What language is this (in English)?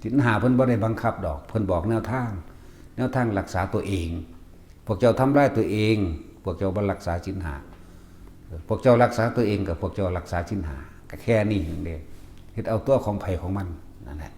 Lao